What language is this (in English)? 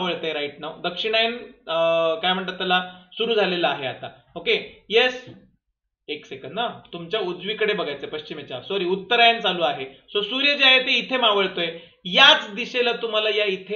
Marathi